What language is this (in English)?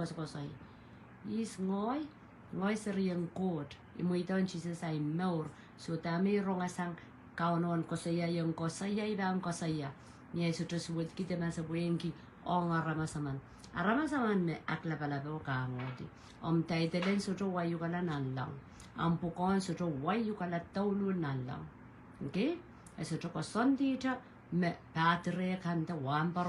Pohnpeian